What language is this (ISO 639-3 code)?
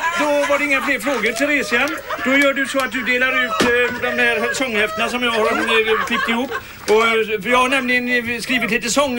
swe